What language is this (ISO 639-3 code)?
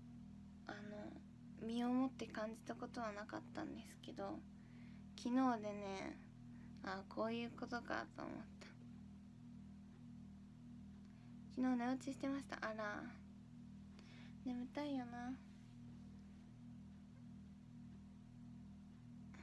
jpn